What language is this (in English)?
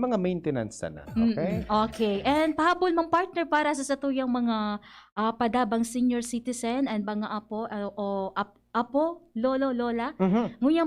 Bikol